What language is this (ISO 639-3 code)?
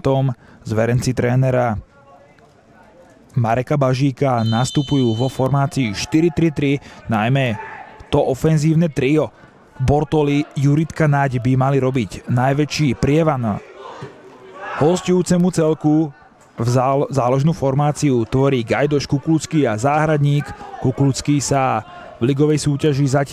slk